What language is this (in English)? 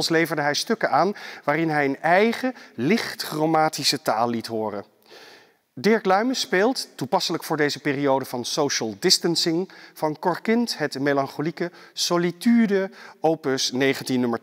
Dutch